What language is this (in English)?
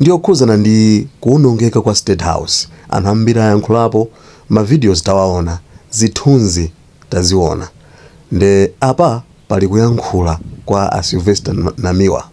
Nyanja